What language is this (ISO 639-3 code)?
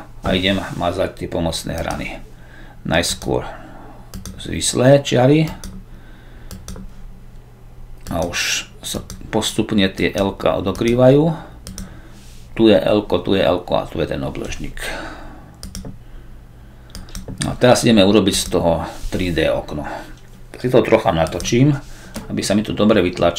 slk